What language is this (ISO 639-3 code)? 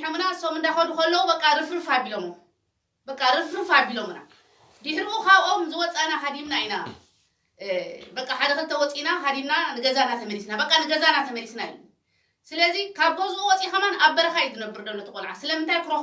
tir